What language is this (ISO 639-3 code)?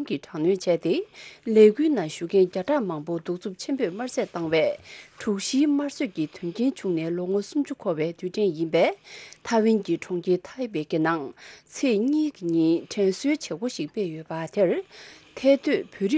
bod